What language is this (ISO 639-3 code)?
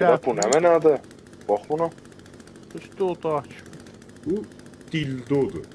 azb